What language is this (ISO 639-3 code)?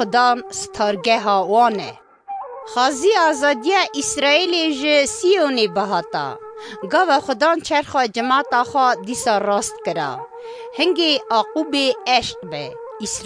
kur